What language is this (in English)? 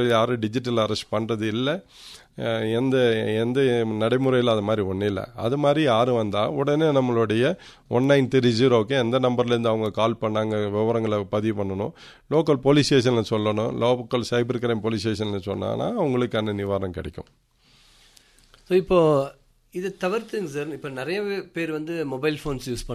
Tamil